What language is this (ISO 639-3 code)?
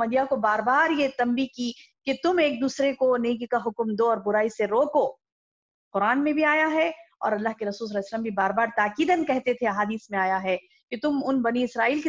urd